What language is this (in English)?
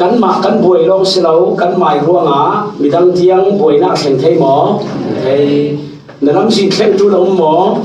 Falam Chin